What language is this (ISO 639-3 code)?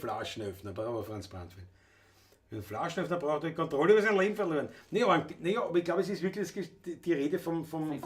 bar